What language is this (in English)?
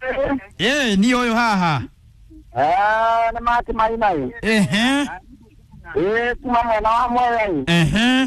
Kikuyu